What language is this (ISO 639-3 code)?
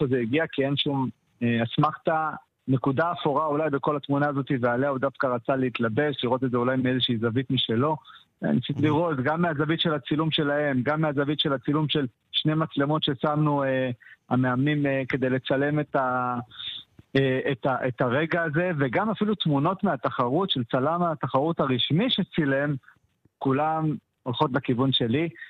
heb